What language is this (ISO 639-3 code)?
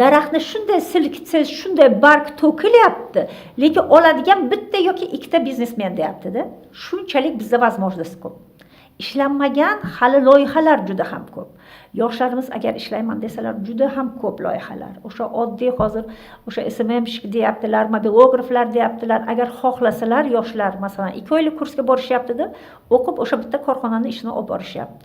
uzb